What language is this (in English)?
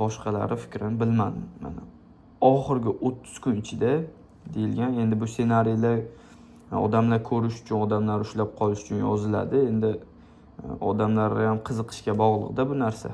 Uzbek